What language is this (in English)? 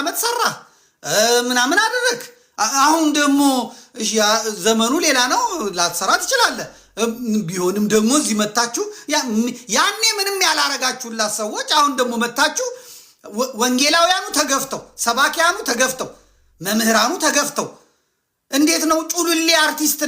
Amharic